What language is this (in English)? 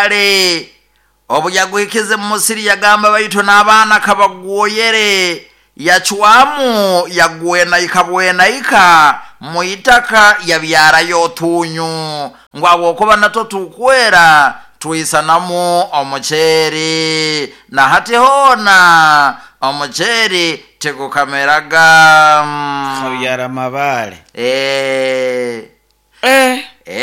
Nyoro